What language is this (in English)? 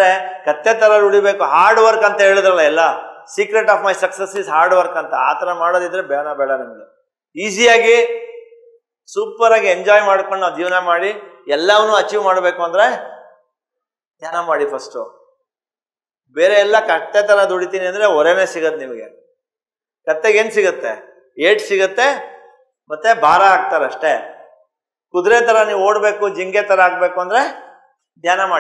Kannada